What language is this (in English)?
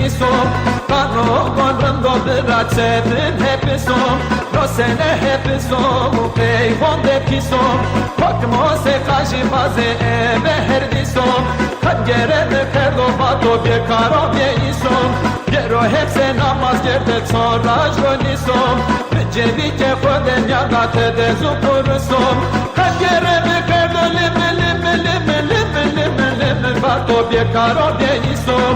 Zaza